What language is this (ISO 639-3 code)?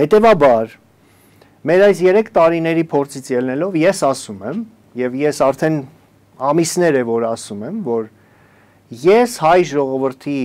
hye